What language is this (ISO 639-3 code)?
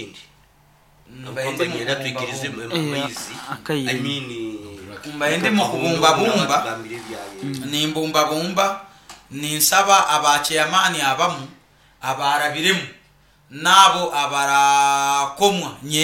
nyo